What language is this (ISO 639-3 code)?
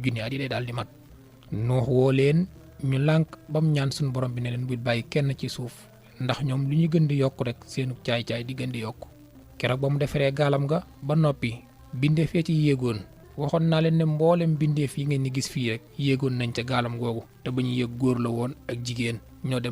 wol